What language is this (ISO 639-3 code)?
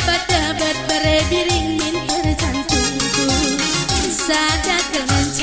btx